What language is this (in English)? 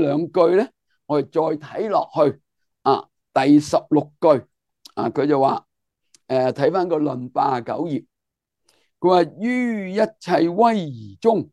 Cantonese